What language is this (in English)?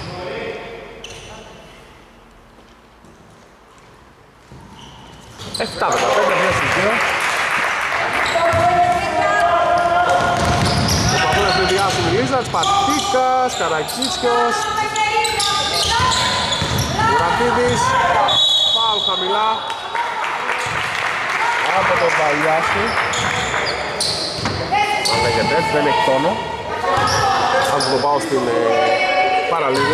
Greek